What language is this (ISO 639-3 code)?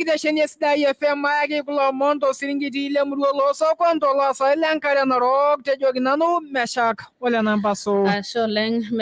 mas